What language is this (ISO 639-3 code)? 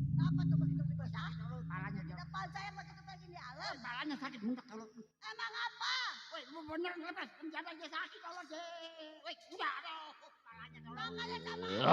bew